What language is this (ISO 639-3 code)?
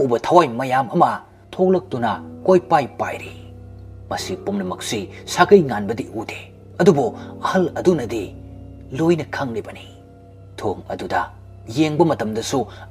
mni